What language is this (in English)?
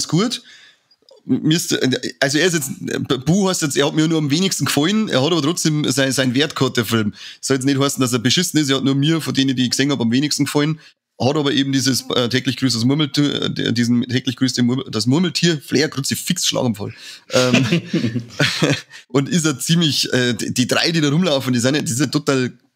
Bavarian